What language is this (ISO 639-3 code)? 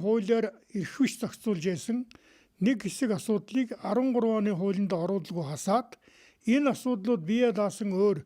mon